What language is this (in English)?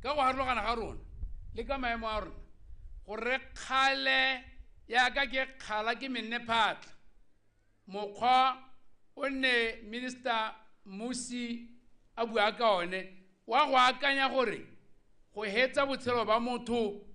Tswana